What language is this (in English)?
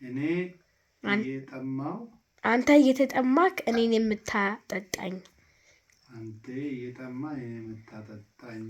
Amharic